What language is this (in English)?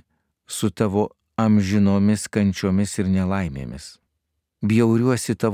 Lithuanian